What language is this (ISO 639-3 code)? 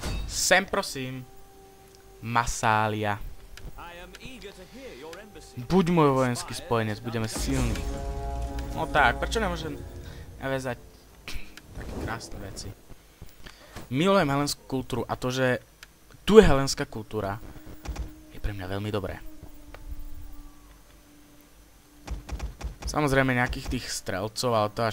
slk